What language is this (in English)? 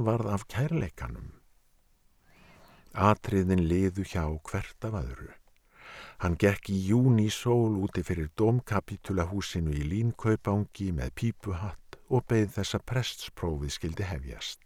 Icelandic